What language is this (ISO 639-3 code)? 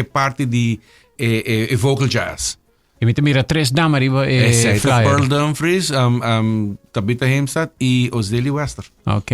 pap